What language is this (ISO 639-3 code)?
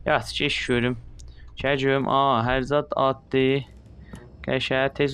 azb